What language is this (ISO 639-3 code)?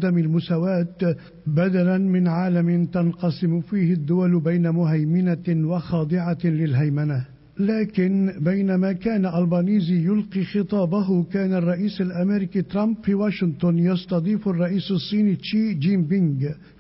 ara